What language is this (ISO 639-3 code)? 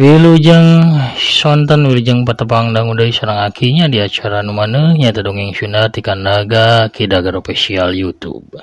sun